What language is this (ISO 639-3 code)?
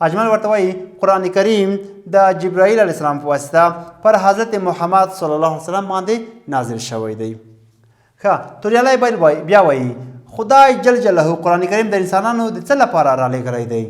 pus